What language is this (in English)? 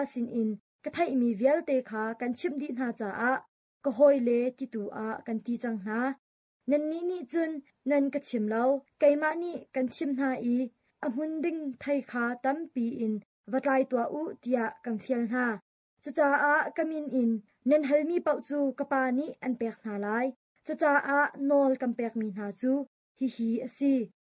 Hakha Chin